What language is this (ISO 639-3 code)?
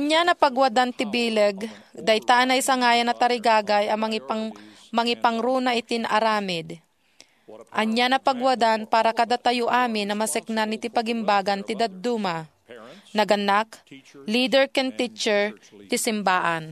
ilo